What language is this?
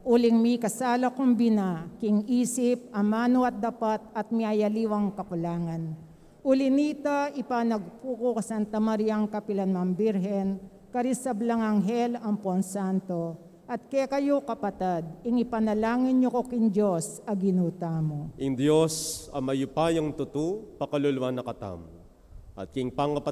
Pampanga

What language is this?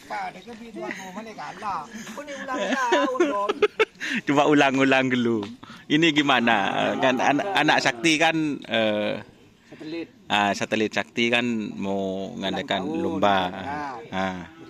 Madurese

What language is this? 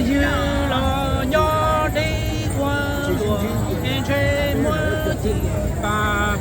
Hmong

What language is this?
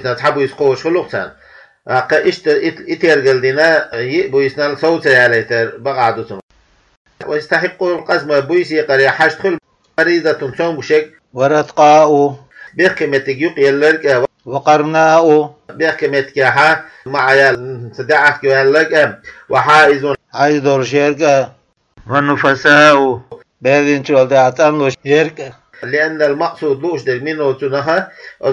Chechen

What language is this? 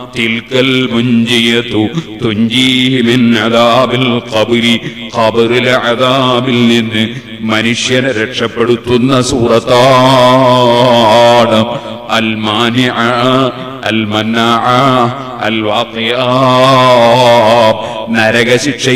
Malayalam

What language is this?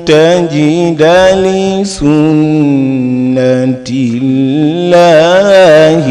Fula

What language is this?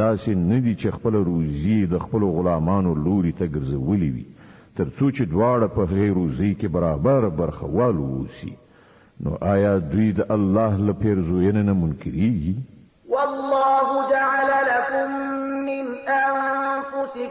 Pashto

